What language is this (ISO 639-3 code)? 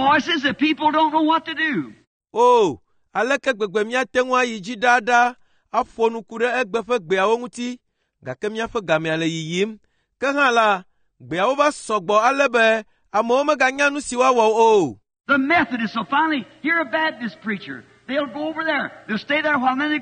ewe